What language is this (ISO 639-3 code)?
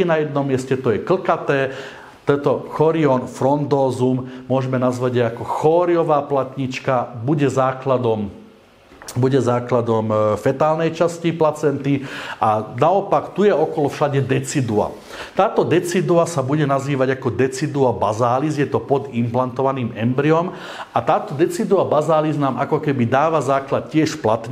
slk